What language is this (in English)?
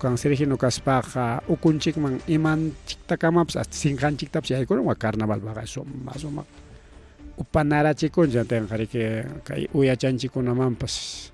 Ayacucho Quechua